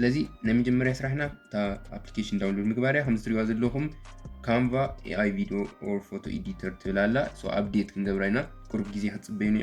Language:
Tigrinya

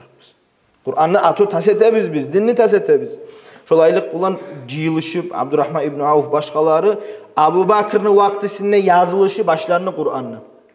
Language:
Kumyk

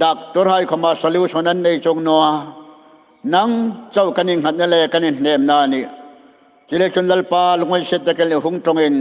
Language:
Hmar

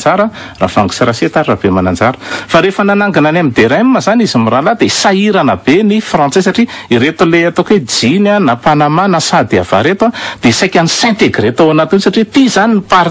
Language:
Malagasy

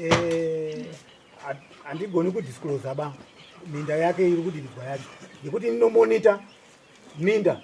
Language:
Shona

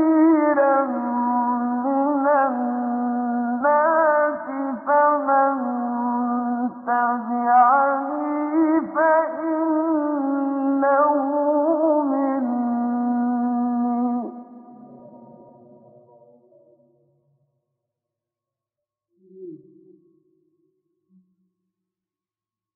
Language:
Arabic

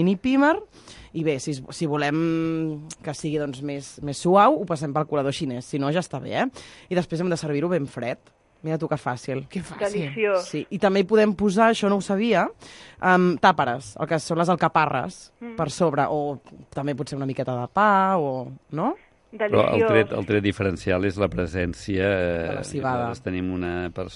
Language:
Catalan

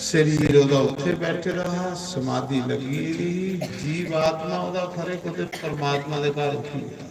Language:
Dogri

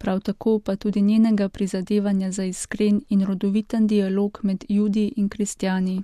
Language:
Slovenian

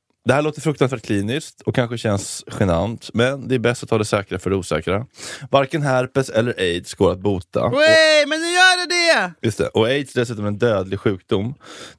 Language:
Swedish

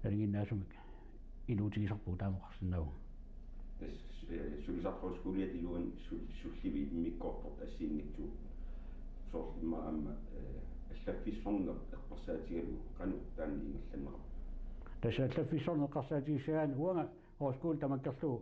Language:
Kalaallisut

